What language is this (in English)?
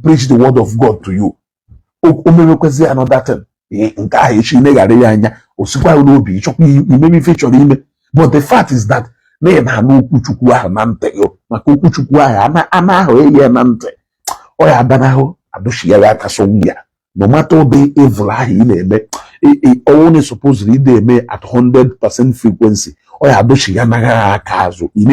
Igbo